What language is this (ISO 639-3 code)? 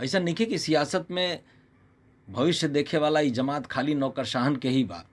bho